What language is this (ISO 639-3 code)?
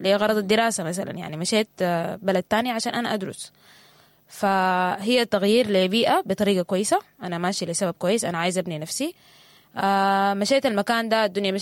apd